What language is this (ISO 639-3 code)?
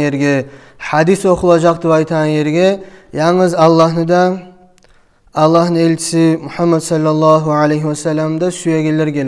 kum